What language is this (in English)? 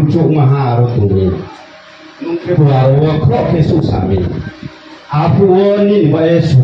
Riang (India)